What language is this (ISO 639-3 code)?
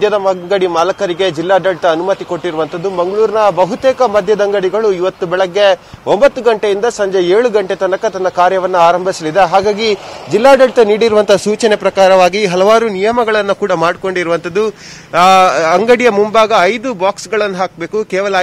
kan